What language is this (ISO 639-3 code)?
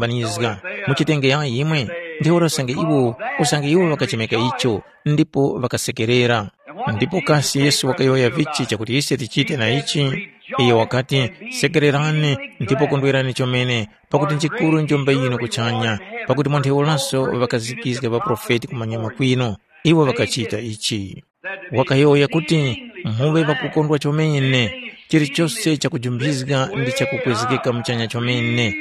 tum